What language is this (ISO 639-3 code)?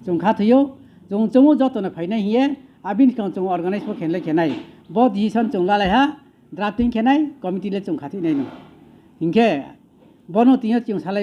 ria